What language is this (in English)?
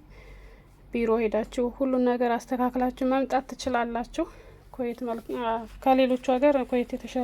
Amharic